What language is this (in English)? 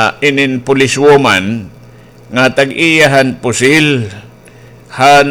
Waray